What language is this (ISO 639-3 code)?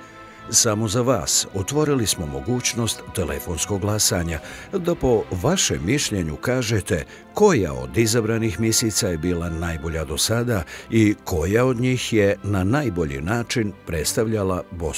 bos